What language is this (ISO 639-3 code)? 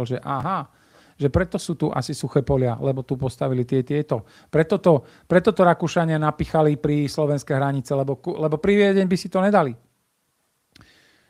slk